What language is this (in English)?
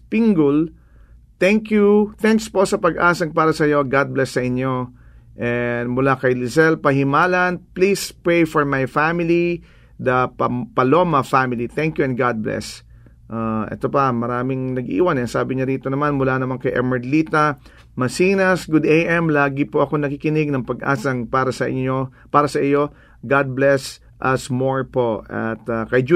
Filipino